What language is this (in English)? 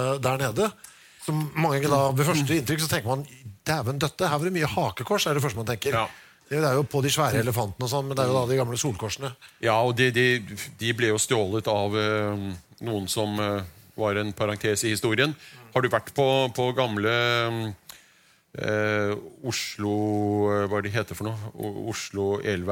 Norwegian